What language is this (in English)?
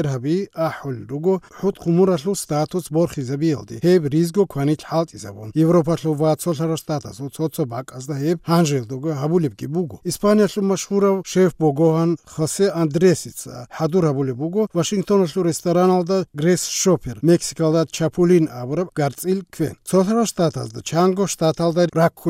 Avaric